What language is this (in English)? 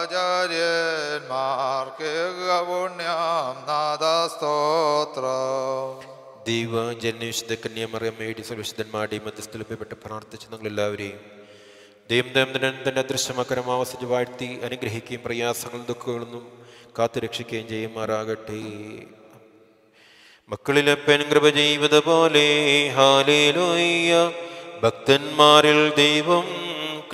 Malayalam